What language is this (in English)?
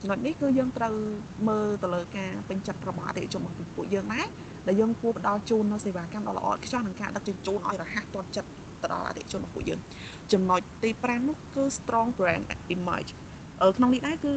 Khmer